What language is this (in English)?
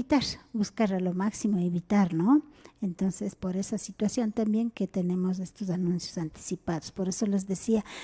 Imbabura Highland Quichua